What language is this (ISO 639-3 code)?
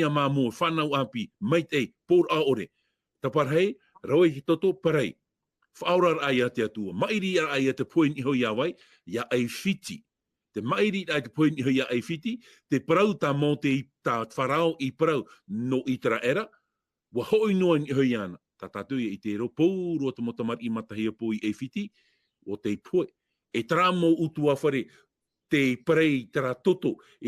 tah